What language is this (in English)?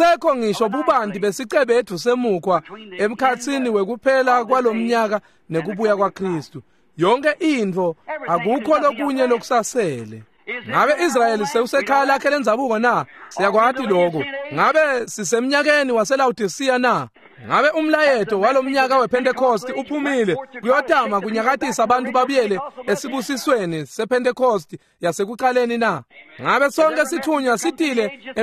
Swati